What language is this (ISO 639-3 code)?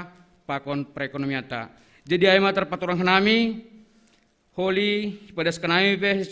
bts